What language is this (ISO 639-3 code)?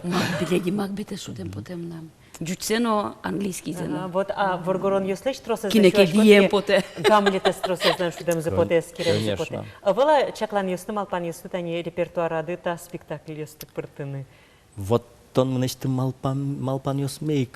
udm